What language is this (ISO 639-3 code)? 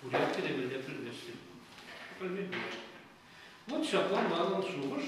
chv